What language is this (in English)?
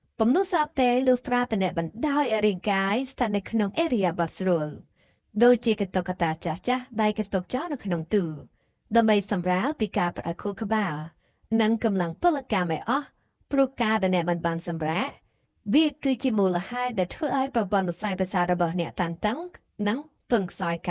Khmer